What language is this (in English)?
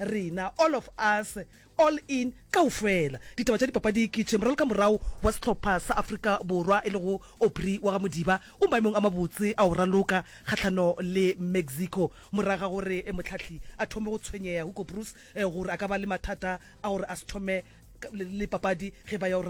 Northern Sotho